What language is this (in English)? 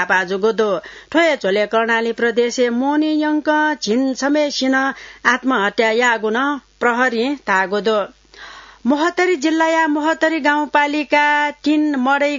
Newari